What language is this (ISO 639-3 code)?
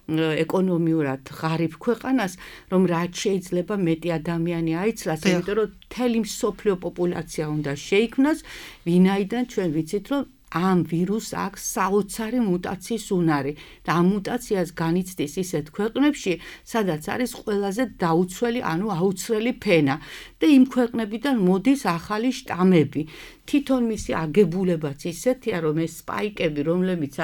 kat